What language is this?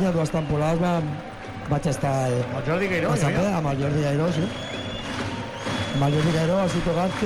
Catalan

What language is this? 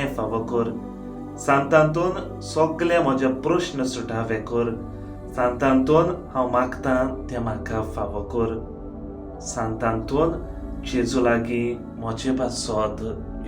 Konkani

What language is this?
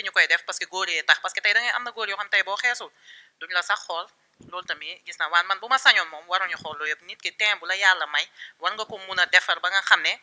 Wolof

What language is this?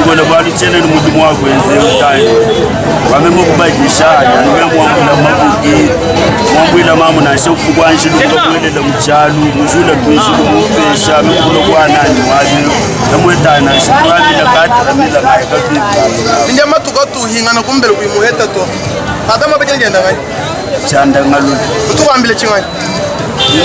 Luba-Lulua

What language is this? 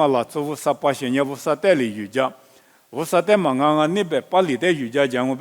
Lisu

